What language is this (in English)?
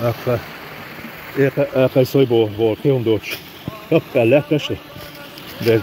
Chechen